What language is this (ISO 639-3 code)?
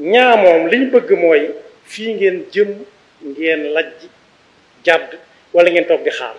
wol